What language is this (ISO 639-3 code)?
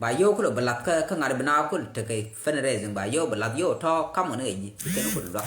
nus